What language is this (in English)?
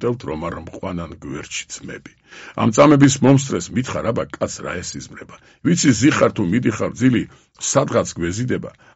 Georgian